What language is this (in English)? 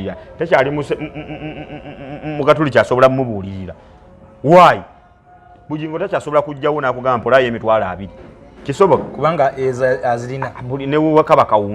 Ganda